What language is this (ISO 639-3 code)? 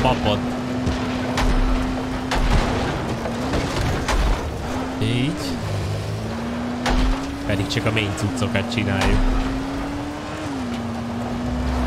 hun